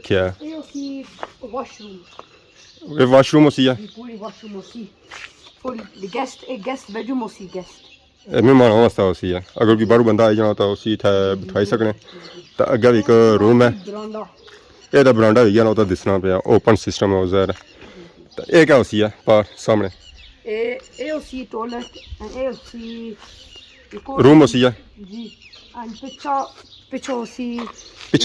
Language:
Pahari-Potwari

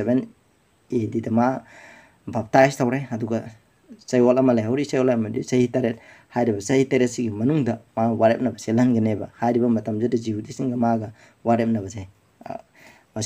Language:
Manipuri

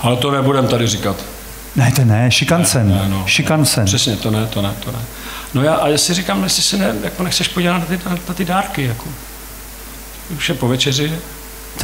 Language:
Czech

